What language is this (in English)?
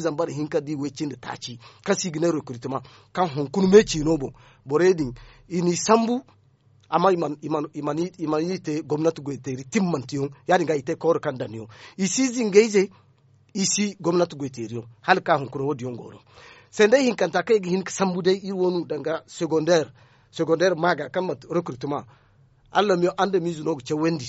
Zarma